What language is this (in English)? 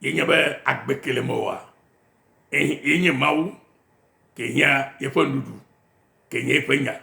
Ewe